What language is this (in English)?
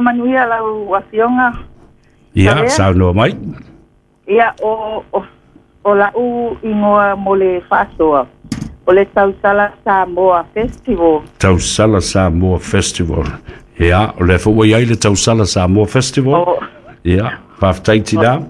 Samoan